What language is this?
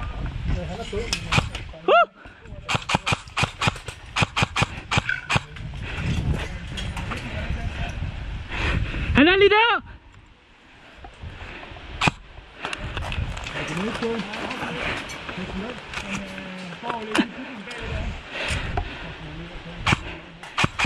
Danish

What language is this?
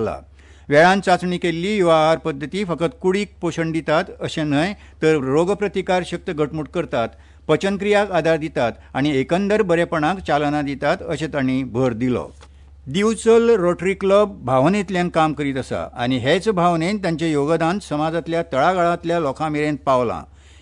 Konkani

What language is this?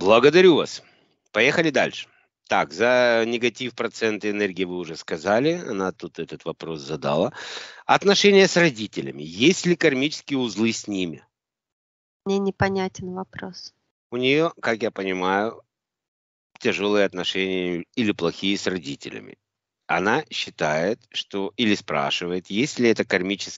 Russian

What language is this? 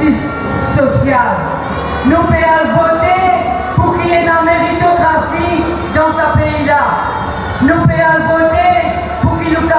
Morisyen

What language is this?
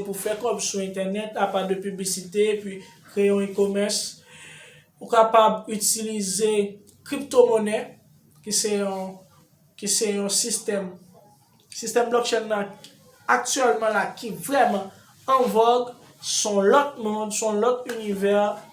Haitian Creole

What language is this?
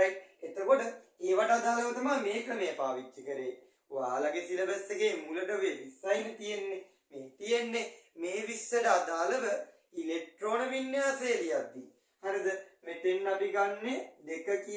Sinhala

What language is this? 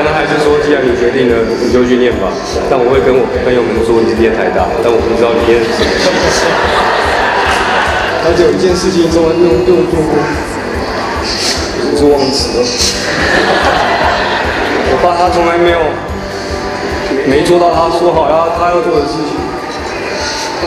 Chinese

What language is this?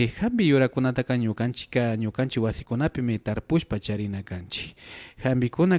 Imbabura Highland Quichua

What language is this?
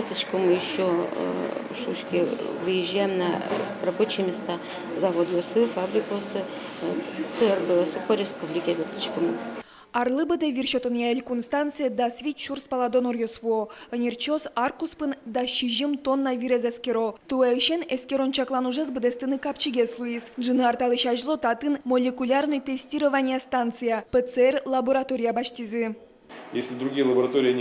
Udmurt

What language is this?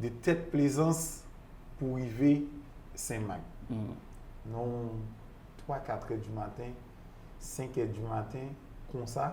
Haitian Creole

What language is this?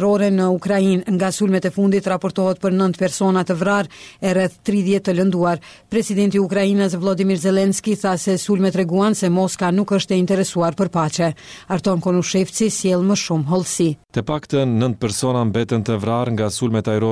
Albanian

